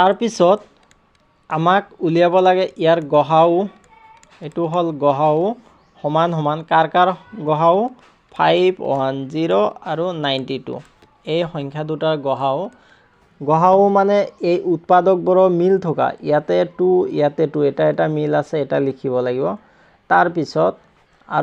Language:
Assamese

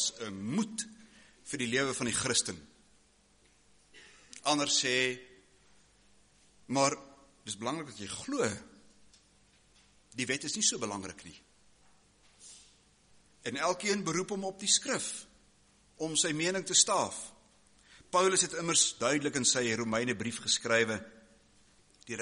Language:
Afrikaans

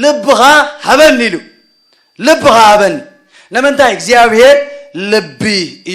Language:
Tigrinya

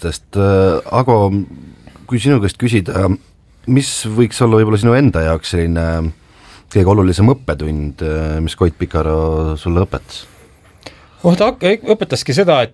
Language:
Estonian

